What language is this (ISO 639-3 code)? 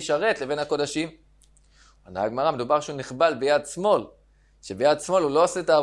heb